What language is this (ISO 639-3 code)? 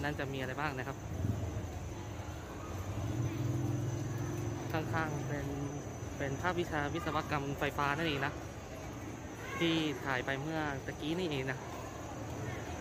tha